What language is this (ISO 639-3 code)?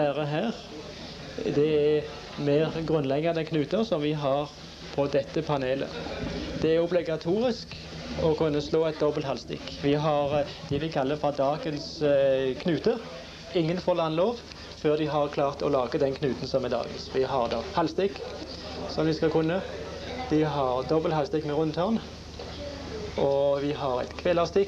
nor